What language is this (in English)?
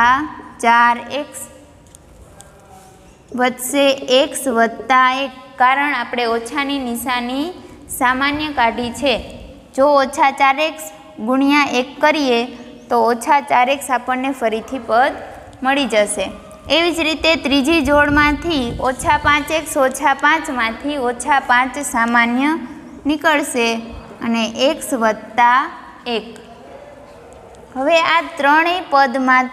Gujarati